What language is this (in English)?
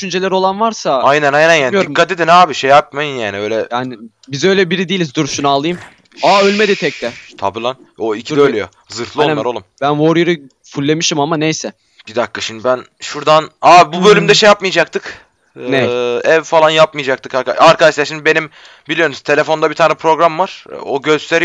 Turkish